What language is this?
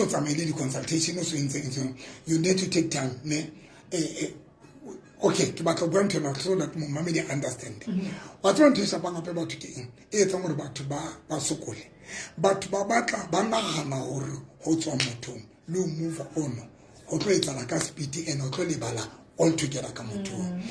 Southern Sotho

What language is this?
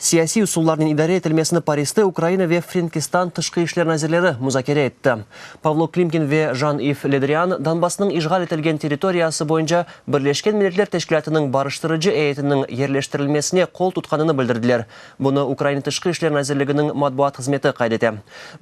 Crimean Tatar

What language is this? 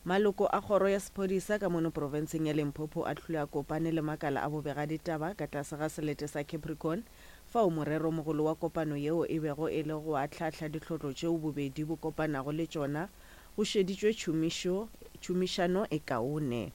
Northern Sotho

